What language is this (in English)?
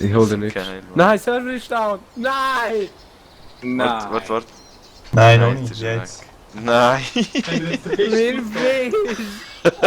Swiss German